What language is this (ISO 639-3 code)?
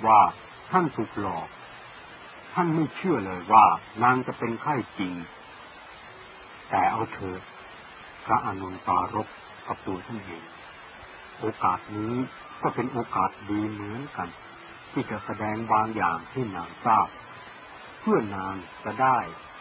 tha